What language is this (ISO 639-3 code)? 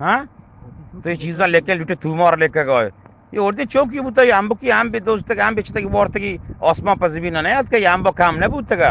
bgp